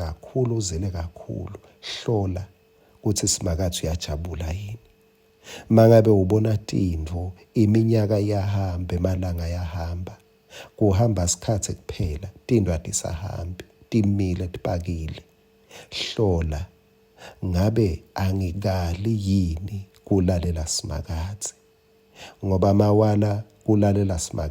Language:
Swati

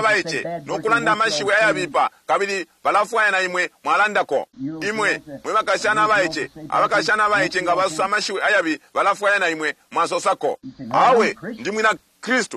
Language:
Bemba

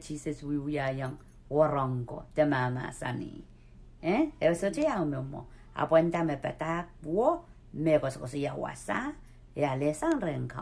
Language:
Pohnpeian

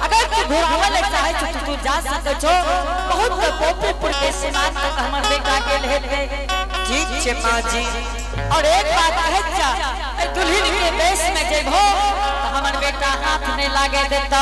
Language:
Angika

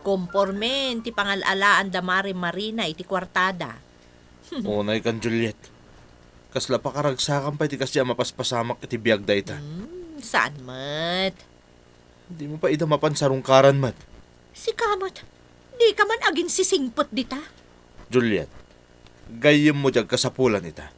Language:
Iloko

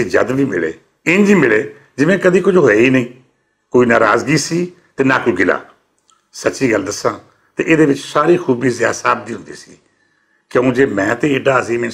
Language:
Western Panjabi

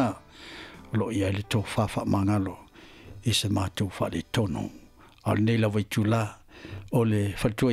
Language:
Samoan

